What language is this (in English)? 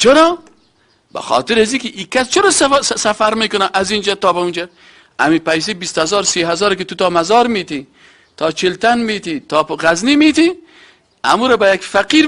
Persian